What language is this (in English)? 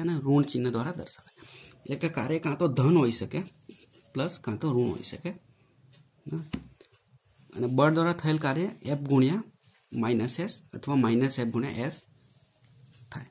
Gujarati